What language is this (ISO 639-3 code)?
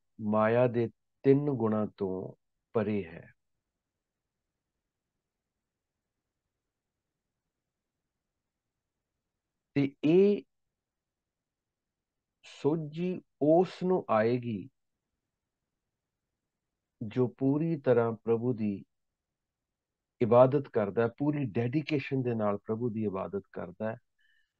pan